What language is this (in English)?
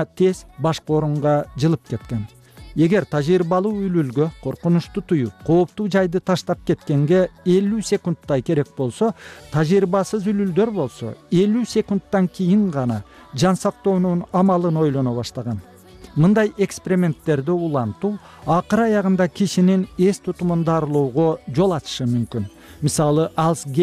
Kyrgyz